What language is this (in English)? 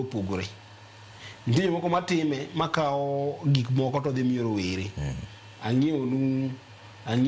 Luo (Kenya and Tanzania)